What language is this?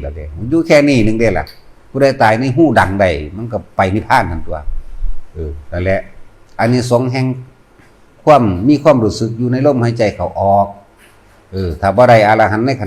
Northeastern Thai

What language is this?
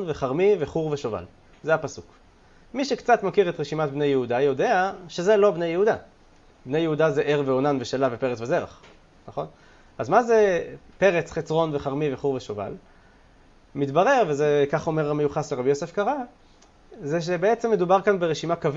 Hebrew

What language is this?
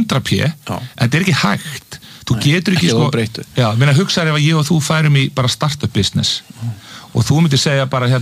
Icelandic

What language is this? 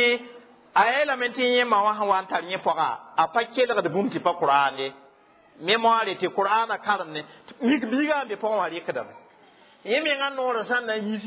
Mossi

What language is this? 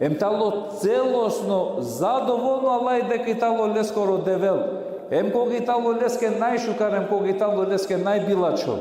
Balkan Romani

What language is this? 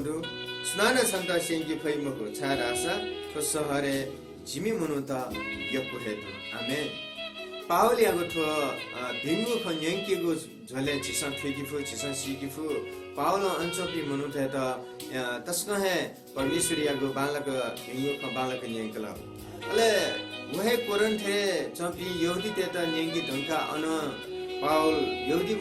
Newari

